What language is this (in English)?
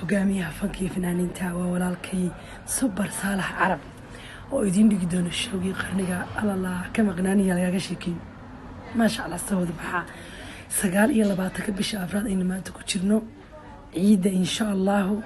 Somali